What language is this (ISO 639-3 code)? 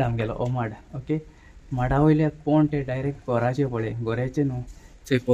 kok